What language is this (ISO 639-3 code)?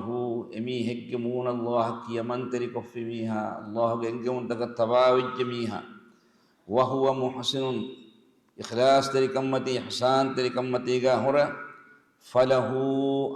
div